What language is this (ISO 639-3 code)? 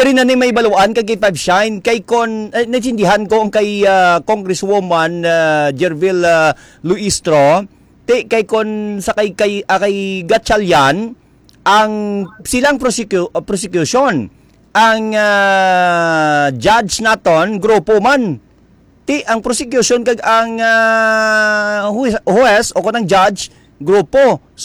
hil